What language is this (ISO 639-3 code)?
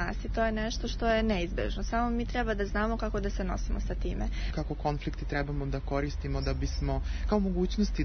srp